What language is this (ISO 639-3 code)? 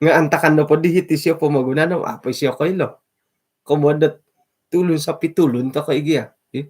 dtp